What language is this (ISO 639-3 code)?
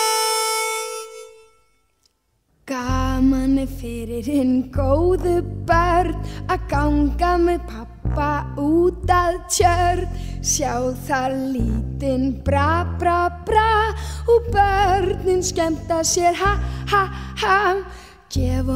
isl